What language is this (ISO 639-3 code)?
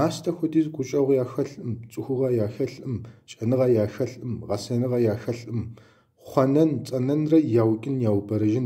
kbd